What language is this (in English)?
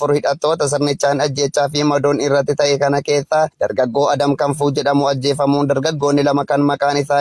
Oromo